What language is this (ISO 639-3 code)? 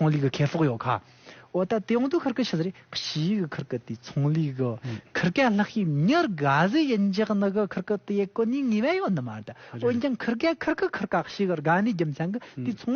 bod